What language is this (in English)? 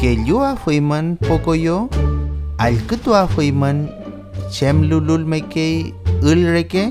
Mapuche